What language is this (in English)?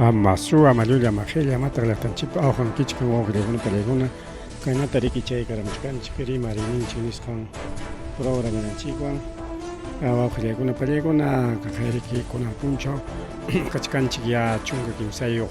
Ayacucho Quechua